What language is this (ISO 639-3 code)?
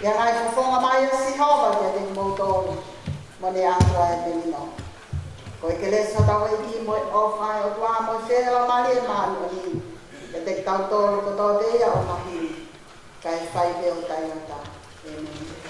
ton